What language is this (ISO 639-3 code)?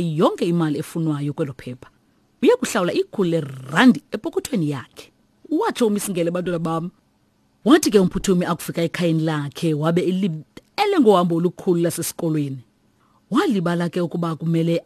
xho